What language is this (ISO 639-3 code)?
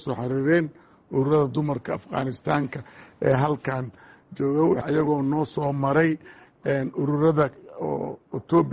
som